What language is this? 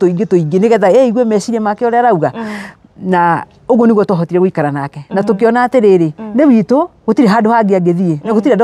Kikuyu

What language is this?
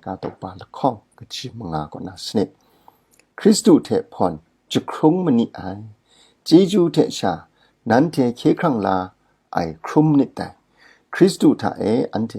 Kachin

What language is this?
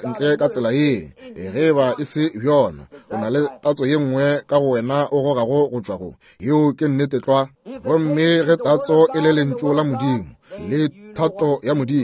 Northern Sotho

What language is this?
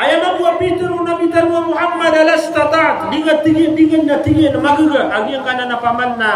Maranao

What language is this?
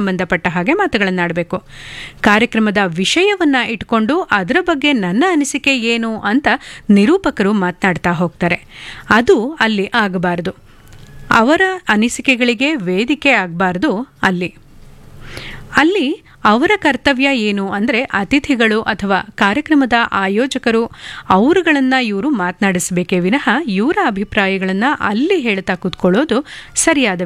Kannada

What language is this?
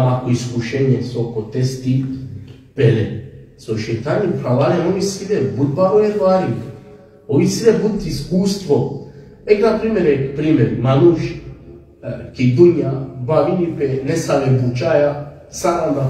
Balkan Romani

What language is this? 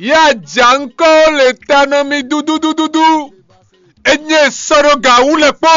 Fon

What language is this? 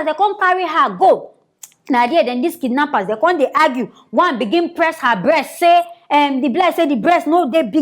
Nigerian Pidgin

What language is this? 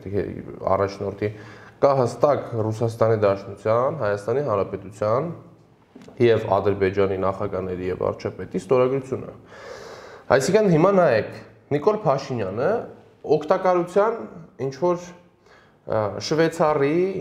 Armenian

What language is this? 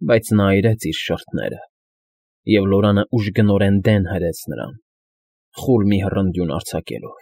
Armenian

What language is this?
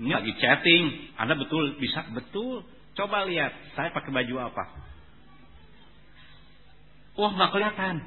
Indonesian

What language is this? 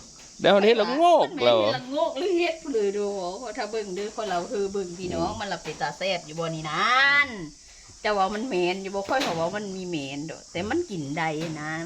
Northeastern Thai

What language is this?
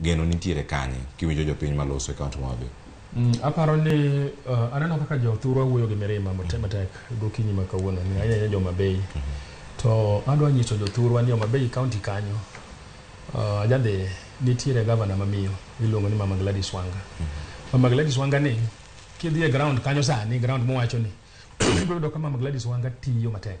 Luo (Kenya and Tanzania)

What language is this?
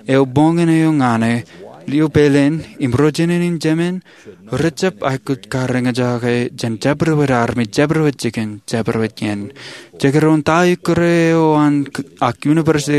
Marshallese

